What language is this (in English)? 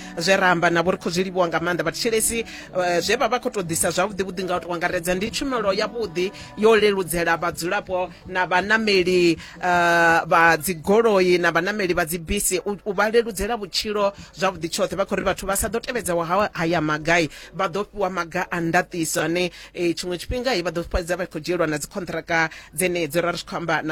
Venda